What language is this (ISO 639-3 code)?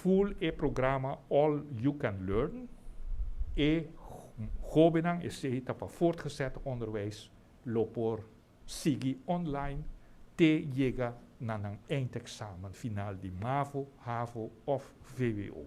pap